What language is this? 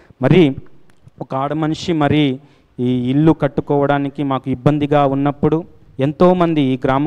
Telugu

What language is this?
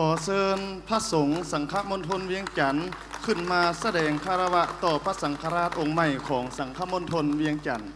Lao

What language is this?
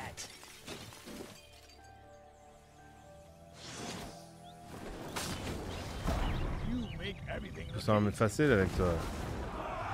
French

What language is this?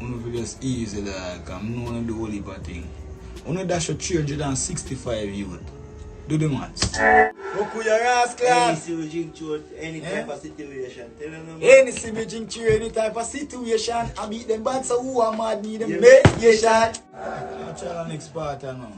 Jamaican Creole English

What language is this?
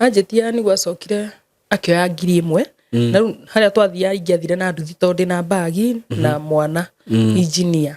Kikuyu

